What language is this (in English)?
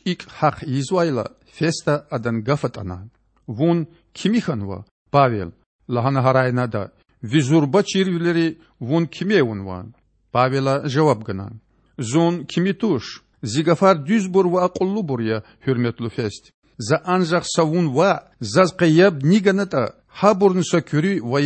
Lezghian